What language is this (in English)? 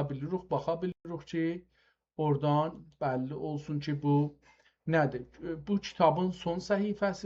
South Azerbaijani